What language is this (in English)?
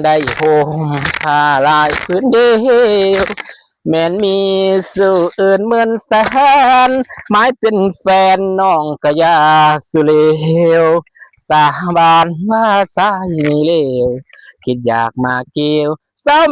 Lao